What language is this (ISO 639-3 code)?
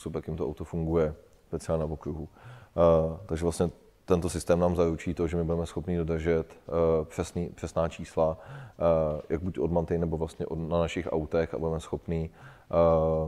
ces